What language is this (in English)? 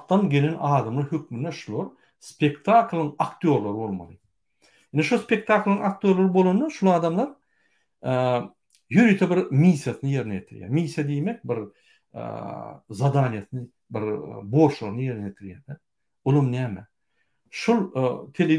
Turkmen